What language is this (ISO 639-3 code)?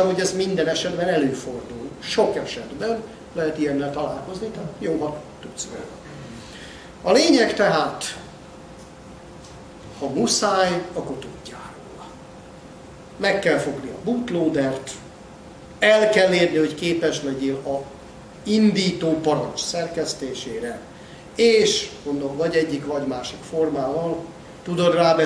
hun